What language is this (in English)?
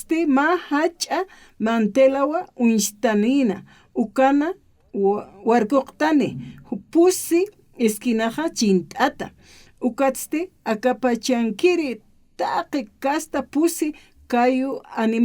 Aymara